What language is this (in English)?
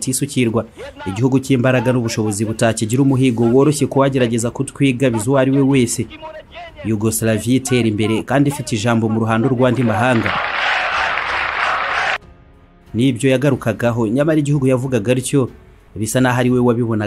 Kinyarwanda